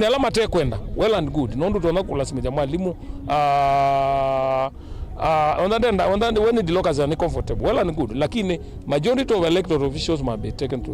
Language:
Kamba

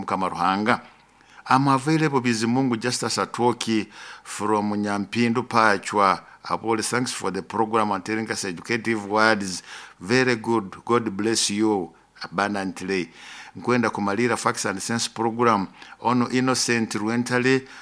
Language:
Nyoro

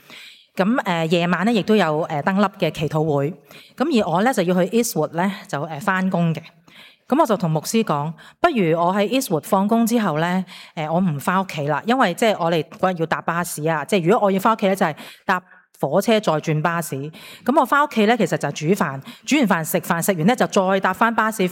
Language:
Cantonese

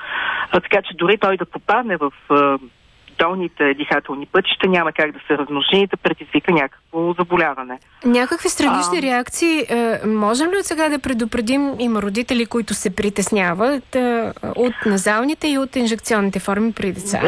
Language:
Bulgarian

